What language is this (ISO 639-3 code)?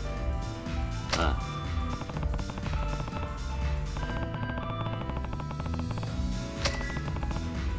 jpn